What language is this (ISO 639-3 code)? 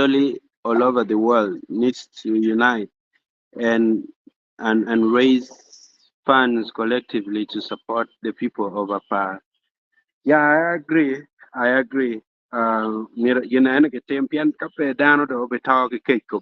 ach